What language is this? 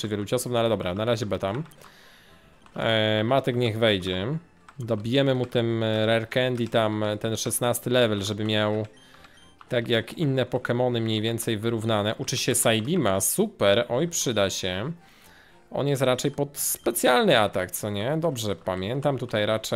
Polish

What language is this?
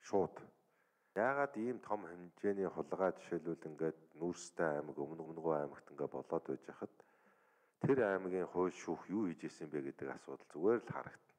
Mongolian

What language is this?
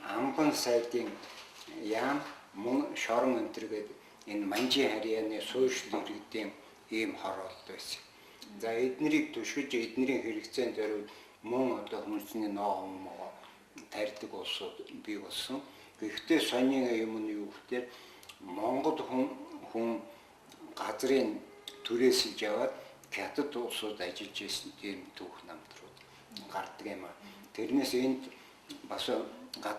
Mongolian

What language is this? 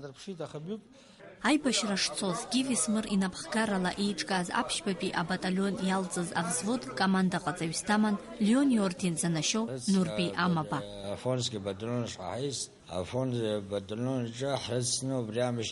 Abkhazian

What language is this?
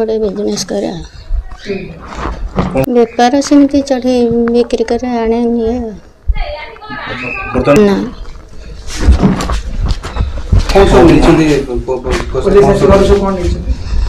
Odia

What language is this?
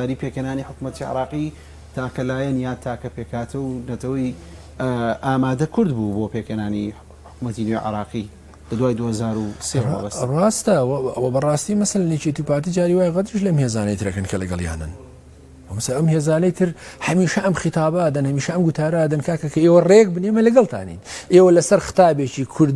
Central Kurdish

